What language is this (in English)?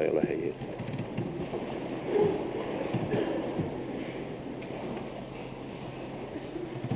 Hungarian